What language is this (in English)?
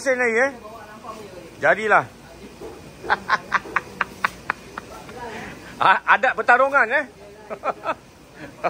Malay